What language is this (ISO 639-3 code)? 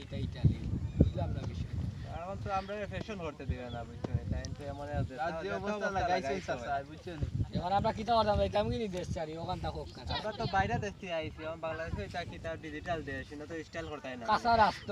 syl